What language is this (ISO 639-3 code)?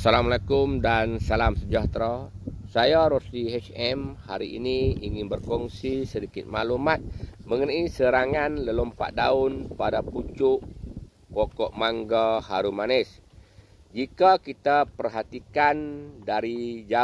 msa